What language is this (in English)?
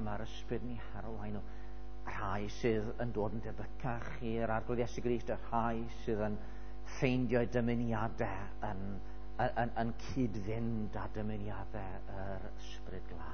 Welsh